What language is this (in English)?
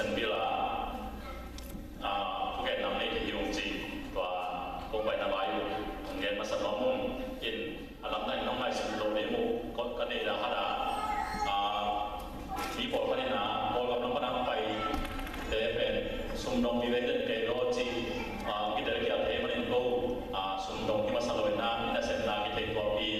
Tedim Chin